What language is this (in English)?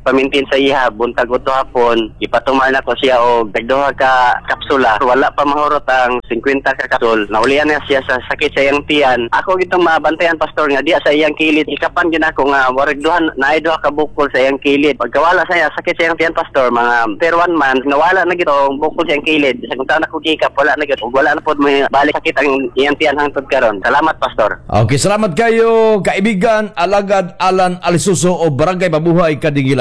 Cebuano